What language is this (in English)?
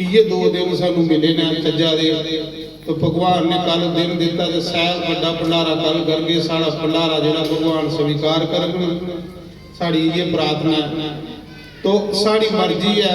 Dogri